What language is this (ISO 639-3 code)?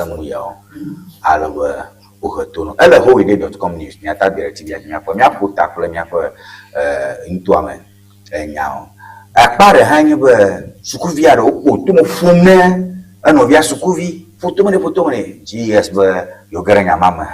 ewe